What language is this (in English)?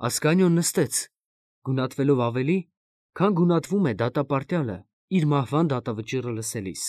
Armenian